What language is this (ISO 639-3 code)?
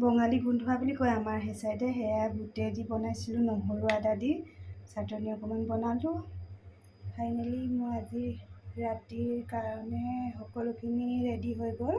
asm